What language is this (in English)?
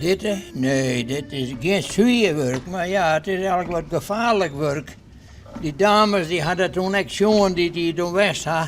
Western Frisian